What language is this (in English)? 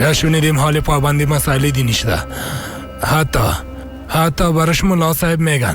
Persian